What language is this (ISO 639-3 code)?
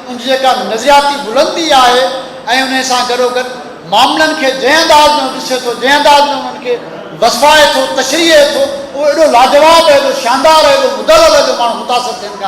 snd